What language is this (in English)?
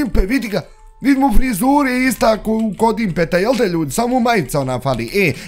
Bosnian